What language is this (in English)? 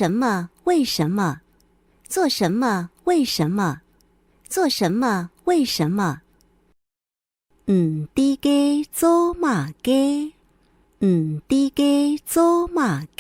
Hakka Chinese